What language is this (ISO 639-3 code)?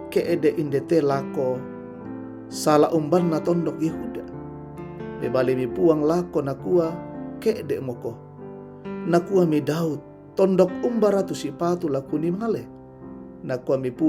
sda